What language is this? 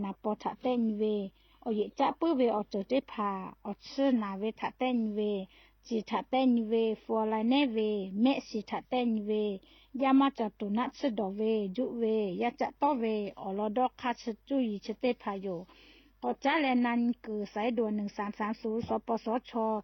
Lahu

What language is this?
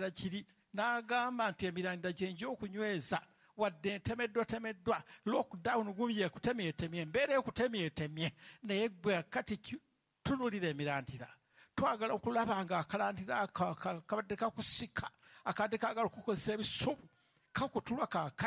Ganda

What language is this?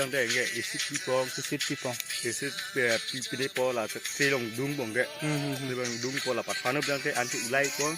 Karbi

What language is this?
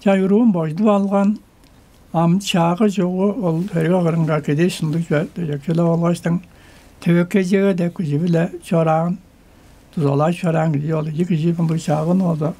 Tuvinian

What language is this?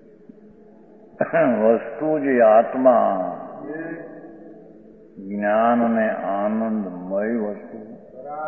Gujarati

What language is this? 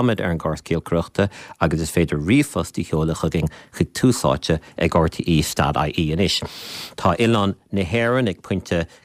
Irish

